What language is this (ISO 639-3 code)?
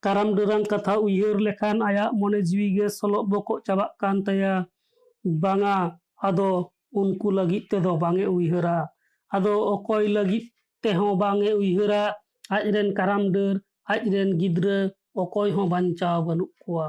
sat